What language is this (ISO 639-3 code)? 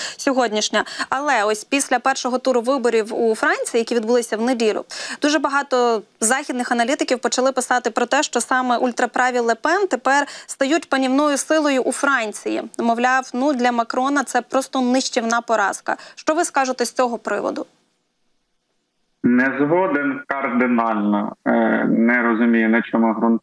ukr